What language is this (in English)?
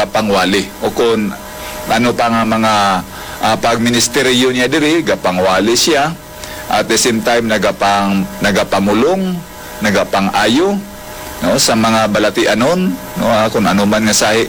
Hiligaynon